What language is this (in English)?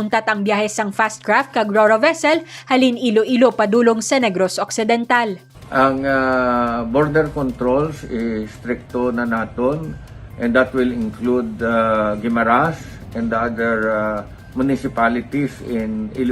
Hiligaynon